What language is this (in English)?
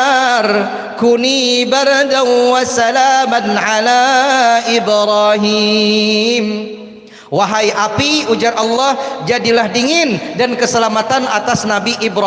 Banjar